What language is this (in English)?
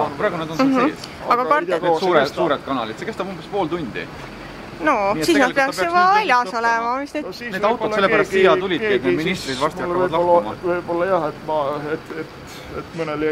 Estonian